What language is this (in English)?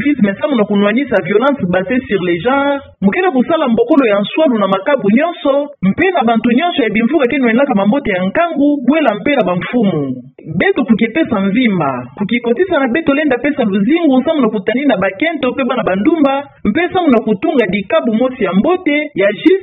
Kituba (Democratic Republic of Congo)